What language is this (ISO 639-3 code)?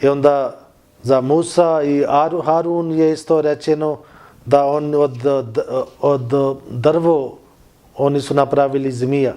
bos